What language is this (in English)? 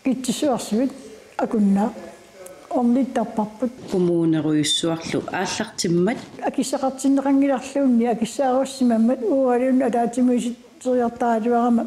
Kalaallisut